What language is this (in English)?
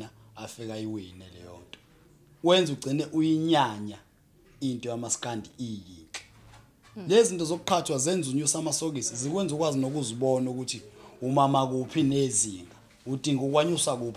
Zulu